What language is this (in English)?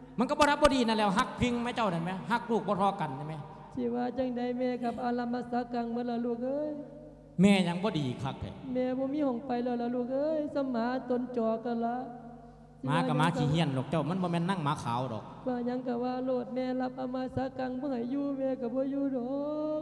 Lao